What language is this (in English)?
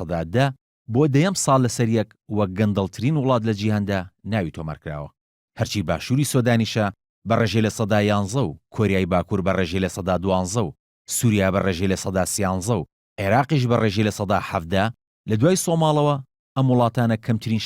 Central Kurdish